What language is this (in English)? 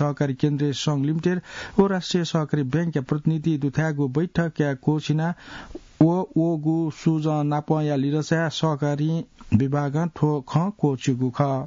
Newari